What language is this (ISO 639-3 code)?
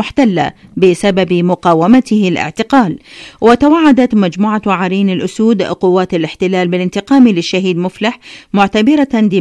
ara